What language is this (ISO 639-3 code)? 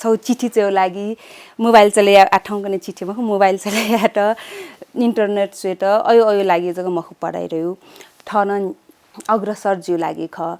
new